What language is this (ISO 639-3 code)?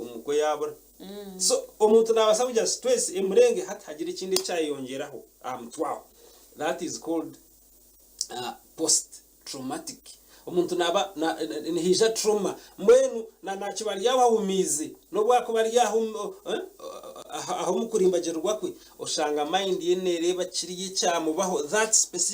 nyn